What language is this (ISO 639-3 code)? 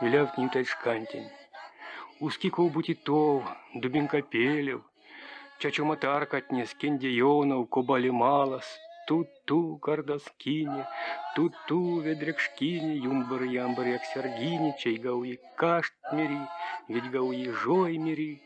myv